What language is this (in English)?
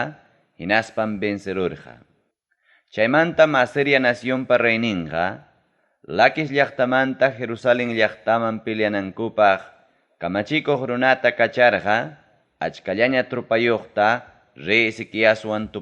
Ayacucho Quechua